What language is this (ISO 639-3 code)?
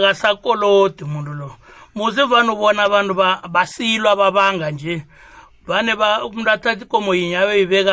nbl